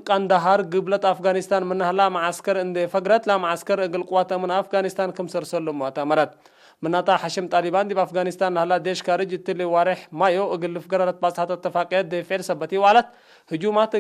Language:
Tigre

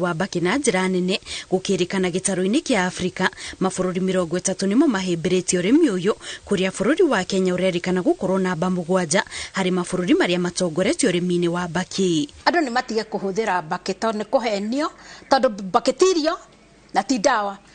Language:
Kikuyu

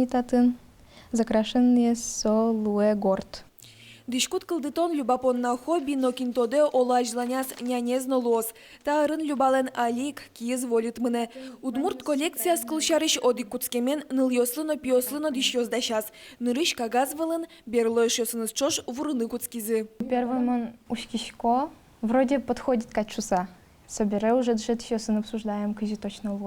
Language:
Udmurt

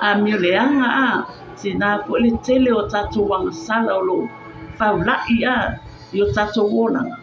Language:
Samoan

